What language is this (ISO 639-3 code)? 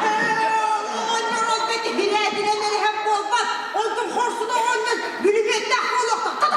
sah